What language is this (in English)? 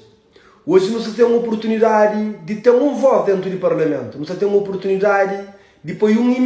Kabuverdianu